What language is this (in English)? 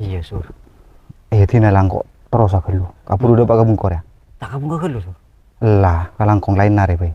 Madurese